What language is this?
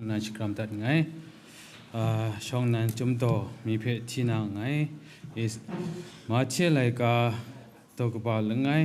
Kachin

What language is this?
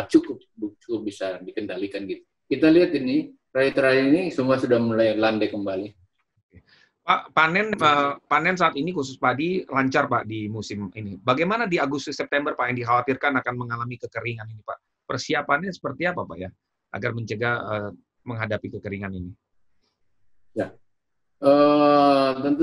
Indonesian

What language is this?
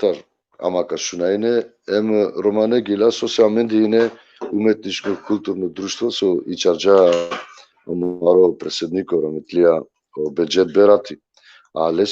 Balkan Romani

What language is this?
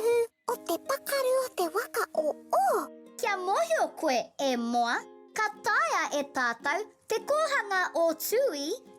Māori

